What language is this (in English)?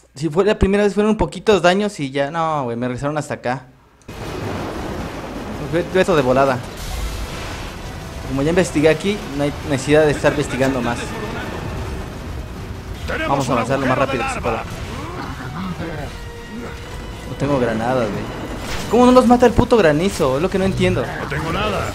Spanish